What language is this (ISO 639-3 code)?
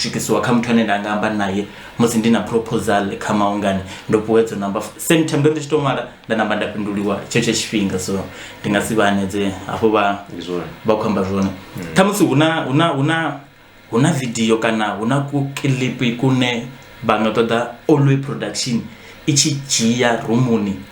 ven